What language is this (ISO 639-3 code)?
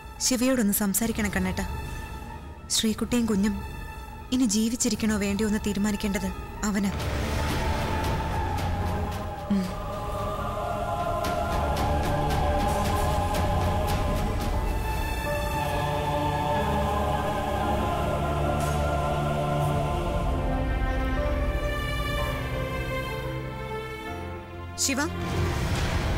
mal